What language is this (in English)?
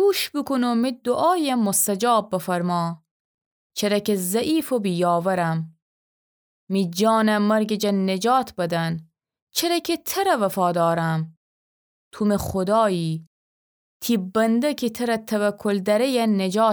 Gilaki